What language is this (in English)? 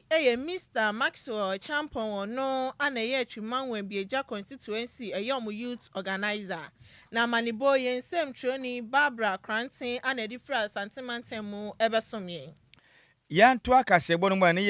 Akan